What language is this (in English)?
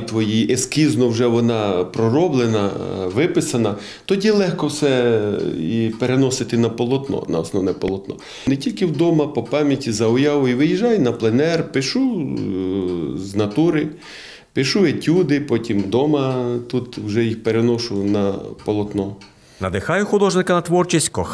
Ukrainian